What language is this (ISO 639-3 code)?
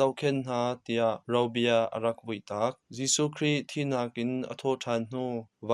cnh